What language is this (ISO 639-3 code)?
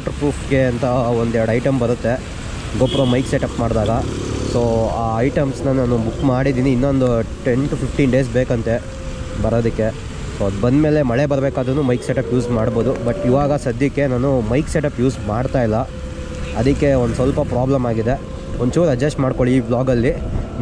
kan